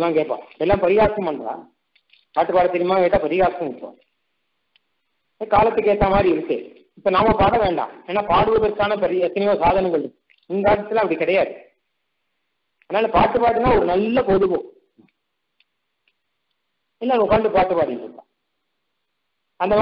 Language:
Tamil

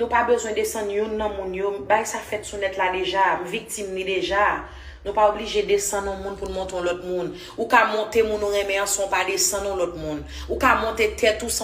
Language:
Haitian Creole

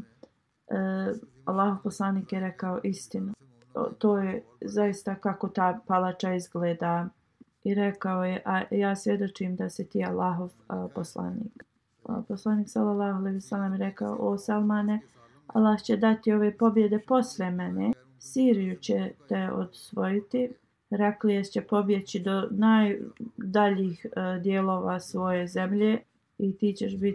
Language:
Bosnian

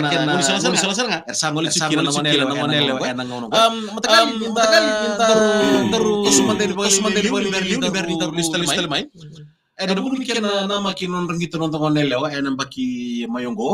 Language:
Fijian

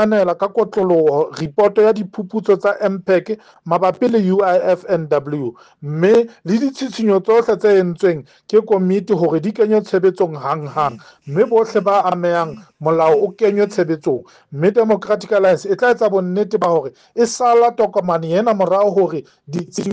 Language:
Southern Sotho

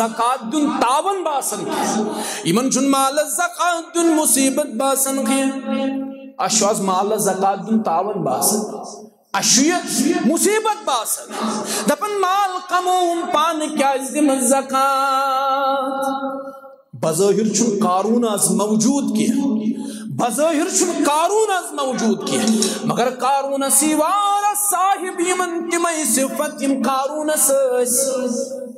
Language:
Kashmiri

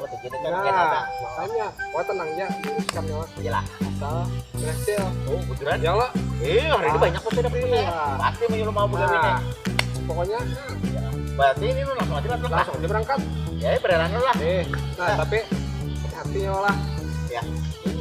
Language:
Banjar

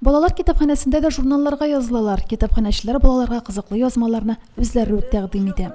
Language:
Tatar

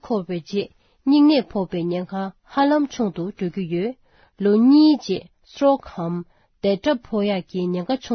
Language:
Tibetan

